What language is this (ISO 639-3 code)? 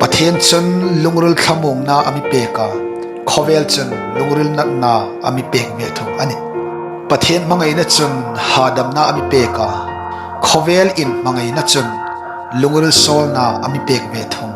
hmr